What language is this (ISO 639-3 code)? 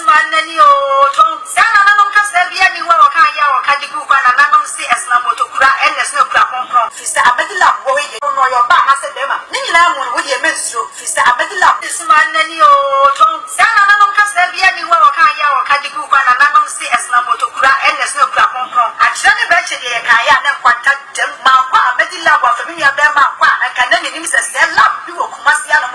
aka